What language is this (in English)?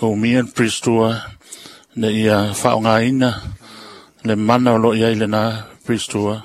Samoan